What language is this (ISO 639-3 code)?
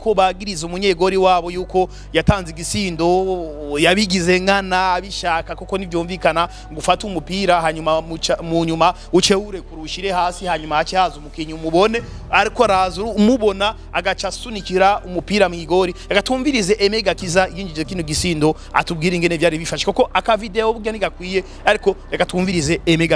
run